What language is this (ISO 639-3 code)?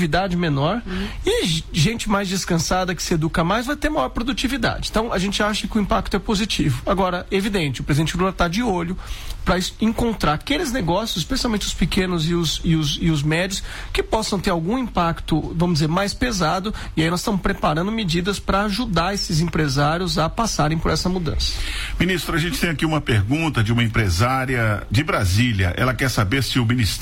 por